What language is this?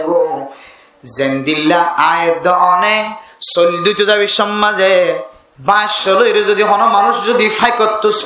Rohingya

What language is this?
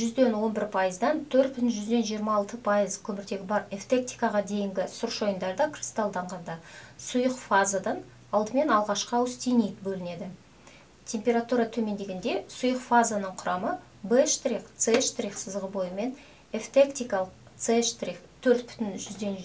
Kazakh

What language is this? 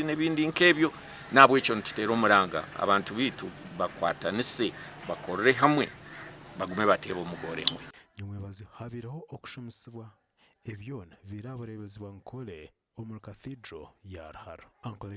Nyankole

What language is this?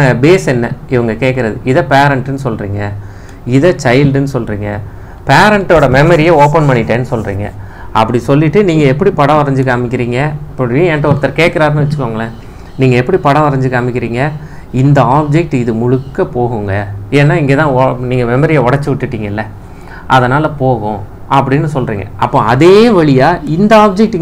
Tamil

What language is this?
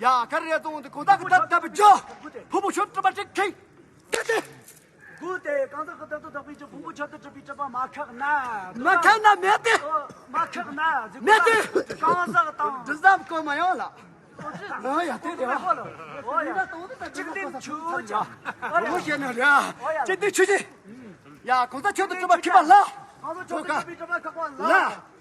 Tibetan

